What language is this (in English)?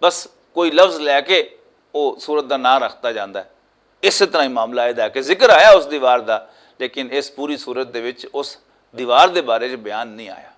Western Panjabi